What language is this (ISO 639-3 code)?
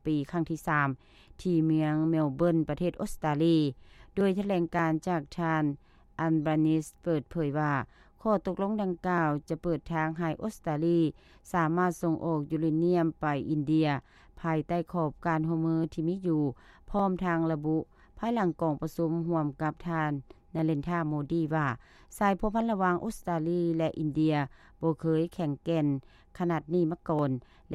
lao